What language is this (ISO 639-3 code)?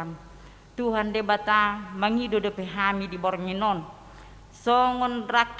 bbc